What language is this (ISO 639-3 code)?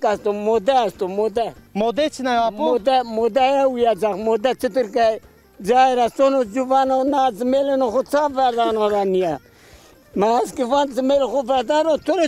zza